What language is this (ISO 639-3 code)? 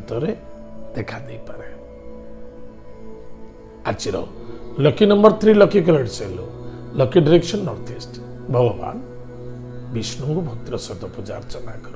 ori